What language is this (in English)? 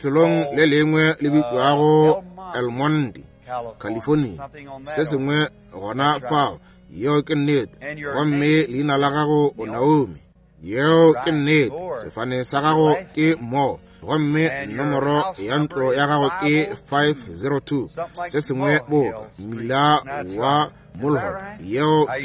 Northern Sotho